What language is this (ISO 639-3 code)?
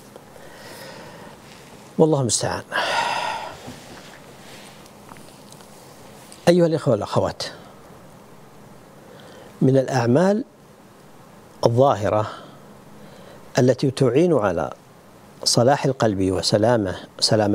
ara